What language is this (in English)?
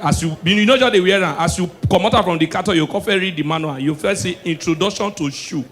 Nigerian Pidgin